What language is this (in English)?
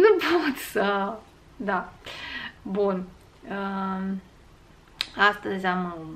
Romanian